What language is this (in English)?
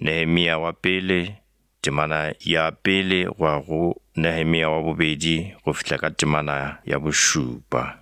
Northern Sotho